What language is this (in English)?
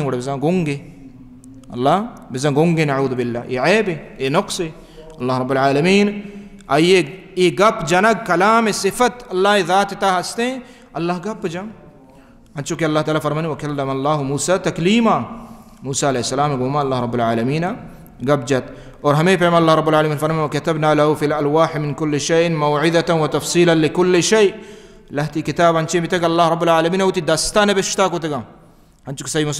Baluchi